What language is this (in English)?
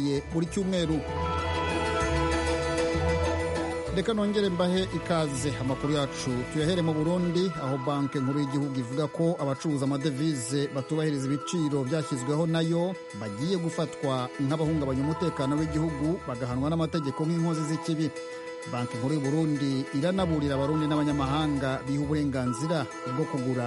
Kinyarwanda